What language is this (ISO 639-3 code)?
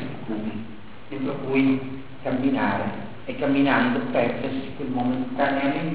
ita